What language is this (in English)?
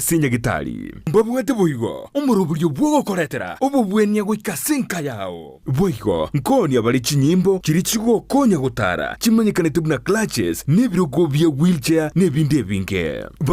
Gusii